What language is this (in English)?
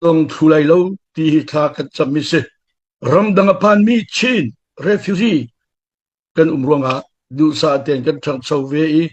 Hakha Chin